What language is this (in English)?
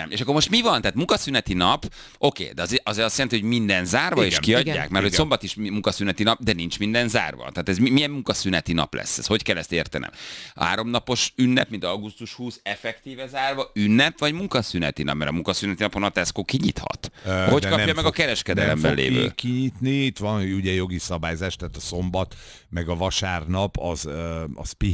Hungarian